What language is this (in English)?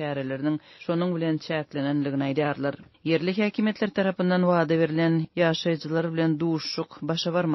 Turkmen